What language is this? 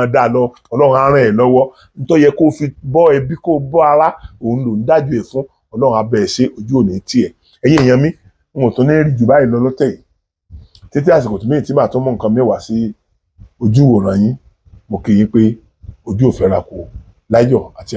Yoruba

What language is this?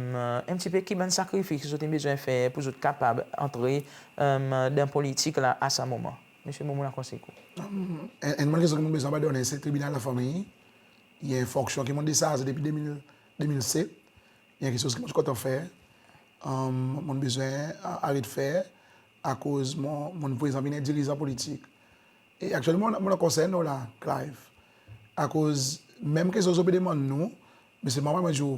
Seselwa Creole French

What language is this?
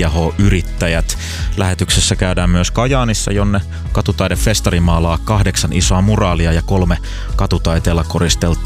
Finnish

